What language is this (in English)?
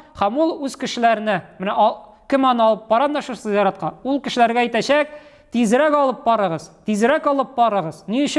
Tatar